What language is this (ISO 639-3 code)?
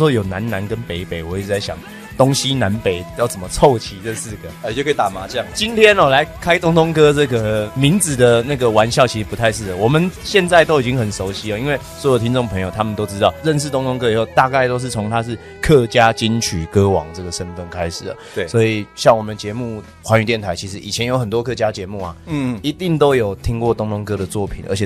zho